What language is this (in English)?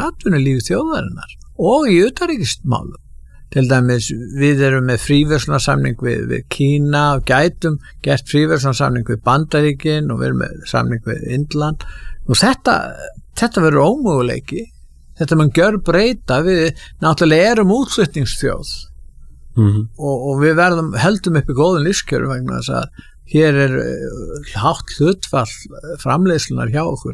Icelandic